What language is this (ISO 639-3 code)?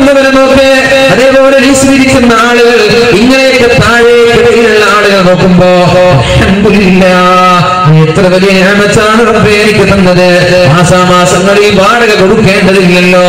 mal